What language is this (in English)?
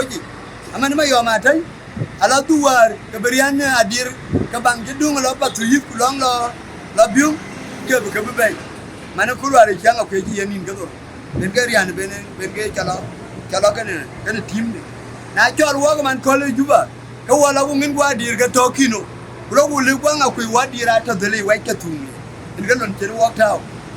Dinka